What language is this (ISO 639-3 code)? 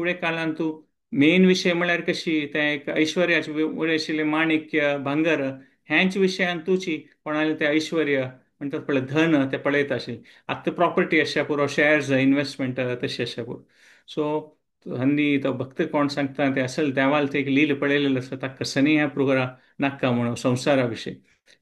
kok